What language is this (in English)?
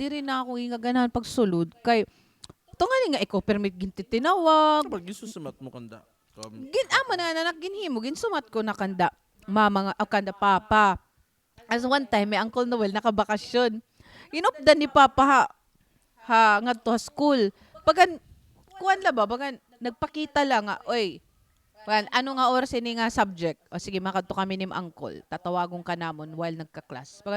Waray